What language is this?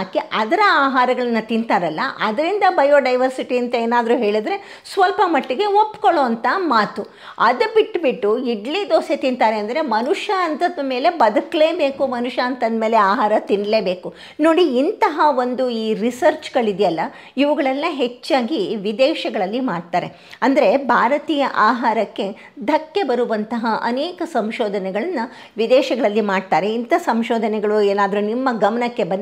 Kannada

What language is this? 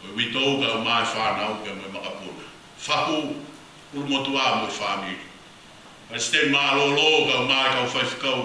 Tongan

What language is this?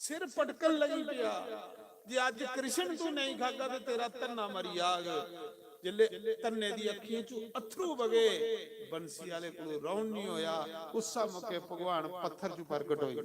Dogri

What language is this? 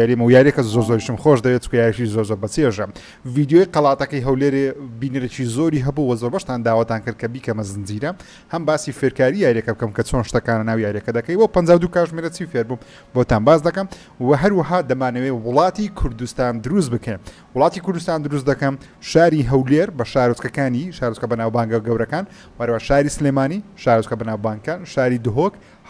Central Kurdish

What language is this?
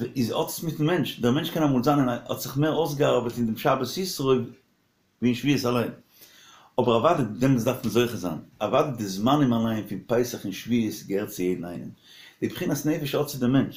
Yiddish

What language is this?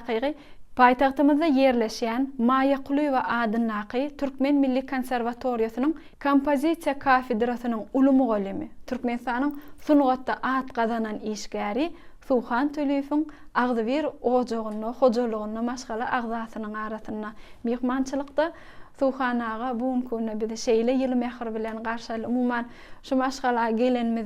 Turkmen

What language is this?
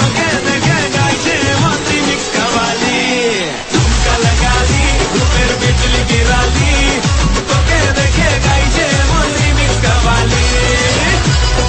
Bangla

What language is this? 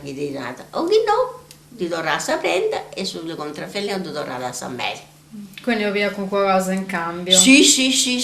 Sardinian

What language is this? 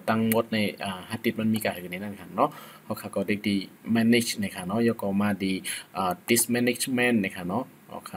Shan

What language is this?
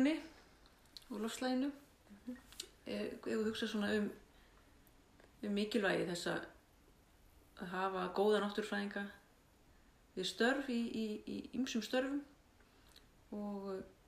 Icelandic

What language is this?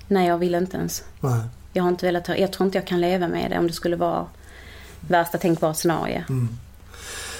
Swedish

